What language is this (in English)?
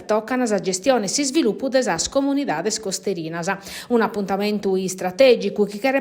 Sardinian